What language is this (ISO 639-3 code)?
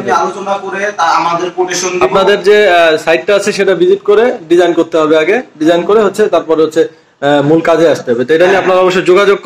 ben